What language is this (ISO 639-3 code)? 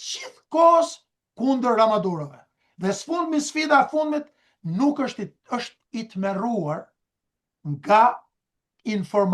sqi